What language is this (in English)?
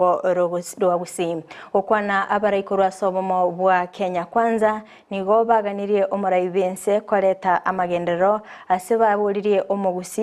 Gusii